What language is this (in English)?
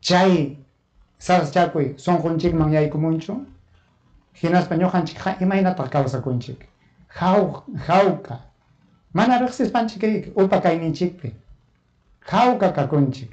Ayacucho Quechua